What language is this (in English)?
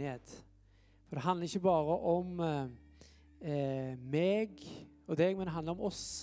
Norwegian